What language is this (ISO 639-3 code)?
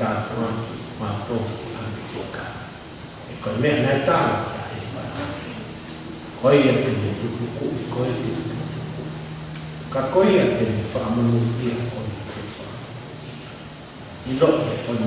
ton